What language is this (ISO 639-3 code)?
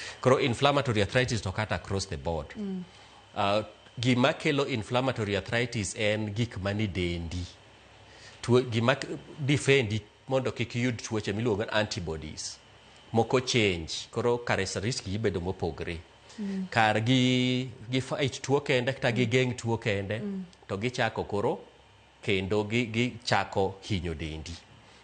luo